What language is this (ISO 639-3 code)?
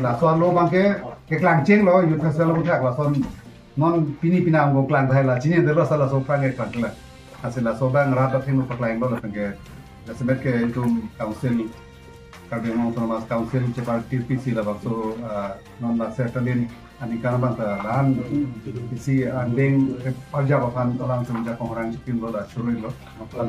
mjw